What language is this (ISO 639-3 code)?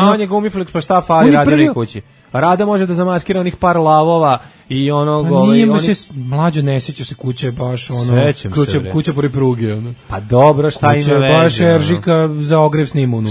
srp